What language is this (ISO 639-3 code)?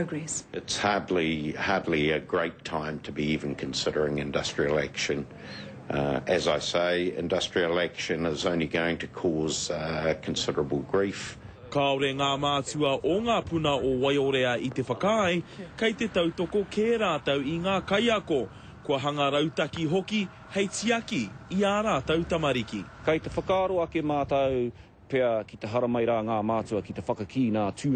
mri